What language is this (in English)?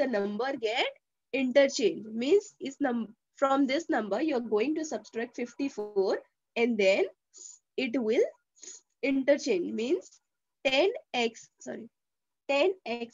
English